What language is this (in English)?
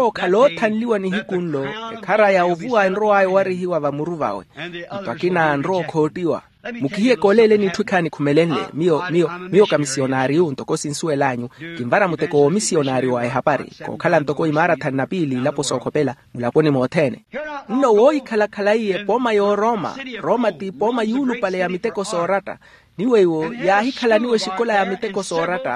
Makhuwa